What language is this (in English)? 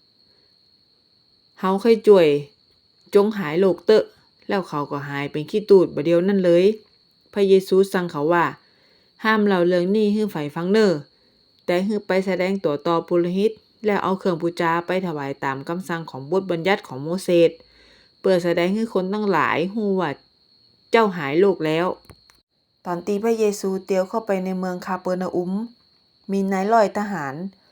Northern Thai